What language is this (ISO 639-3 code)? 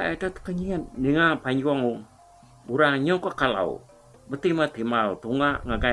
iba